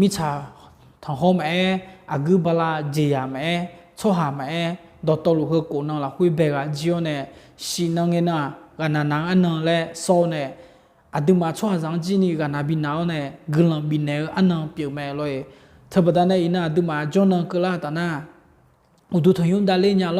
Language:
Akha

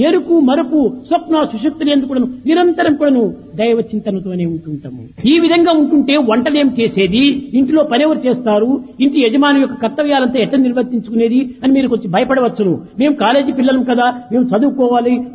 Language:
Telugu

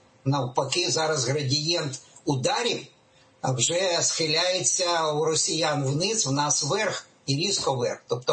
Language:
Ukrainian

